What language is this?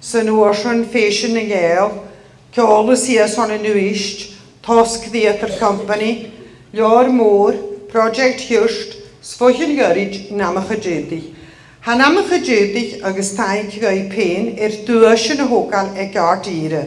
Scottish Gaelic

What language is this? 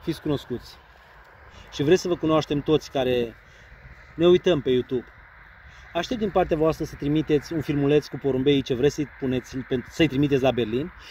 Romanian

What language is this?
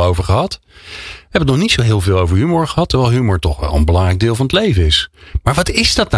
Dutch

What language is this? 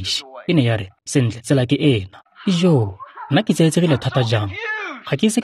Tswana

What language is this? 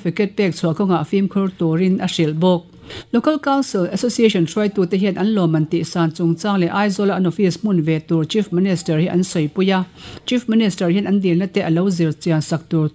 Mizo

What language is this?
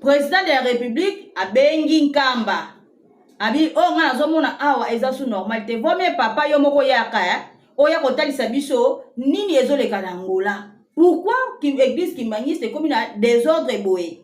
Lingala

